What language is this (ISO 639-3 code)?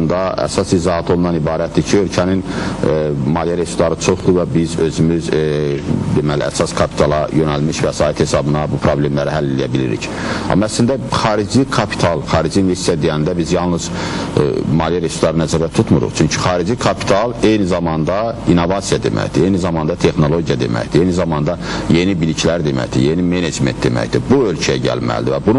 aze